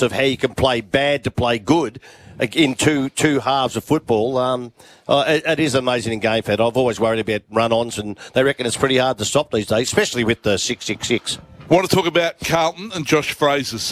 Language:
English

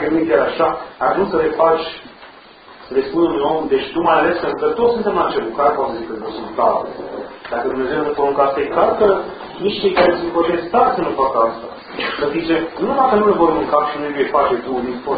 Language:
Romanian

